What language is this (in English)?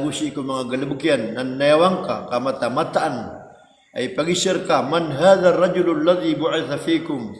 Maranao